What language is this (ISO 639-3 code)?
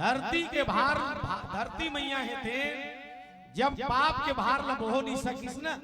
hne